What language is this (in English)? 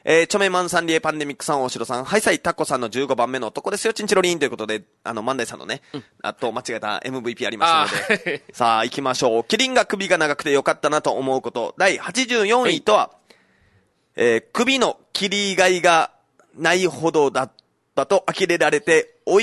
Japanese